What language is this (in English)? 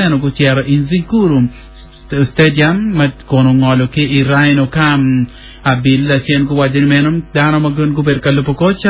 Acoli